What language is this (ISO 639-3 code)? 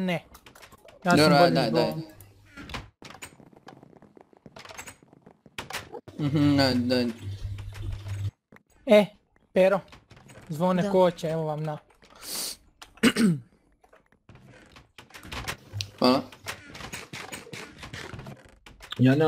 hrv